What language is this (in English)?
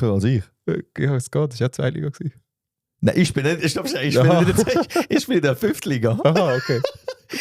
Swiss German